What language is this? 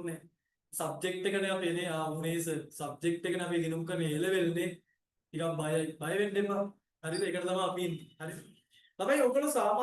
Sinhala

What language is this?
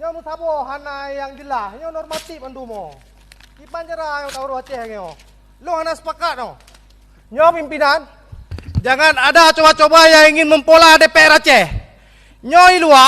Achinese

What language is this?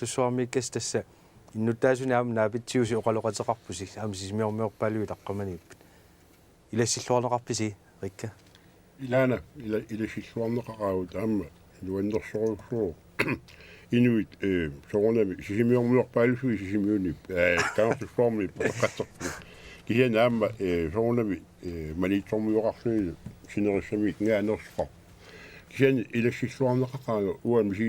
Kalaallisut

